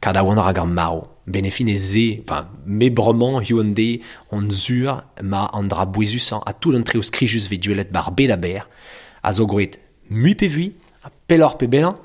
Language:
Breton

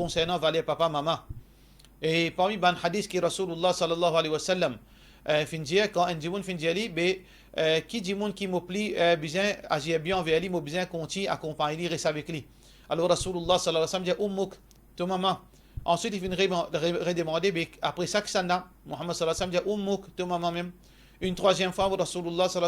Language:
Morisyen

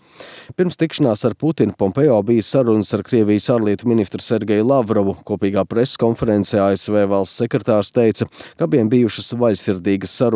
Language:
Latvian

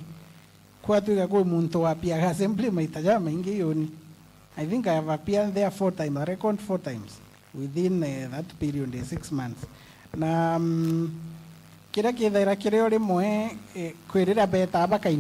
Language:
Meru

